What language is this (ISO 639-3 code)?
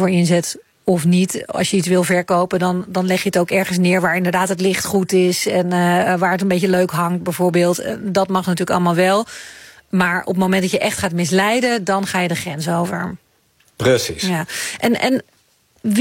nld